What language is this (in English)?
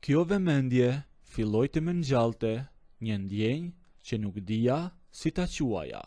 Albanian